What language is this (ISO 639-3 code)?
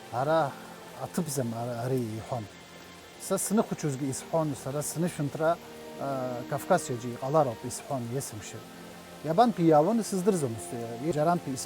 abk